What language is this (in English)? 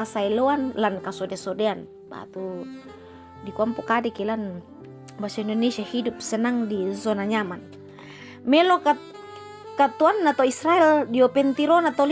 Toraja-Sa'dan